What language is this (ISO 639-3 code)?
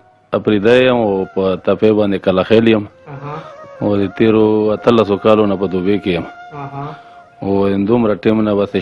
pus